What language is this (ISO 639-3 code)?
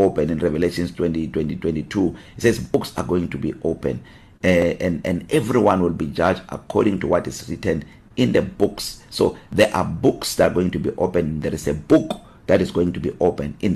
eng